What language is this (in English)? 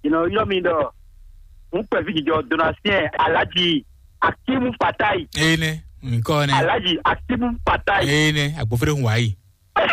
Fon